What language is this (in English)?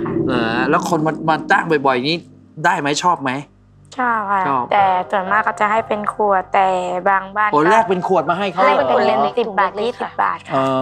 Thai